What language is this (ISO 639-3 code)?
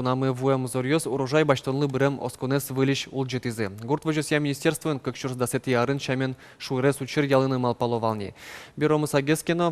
udm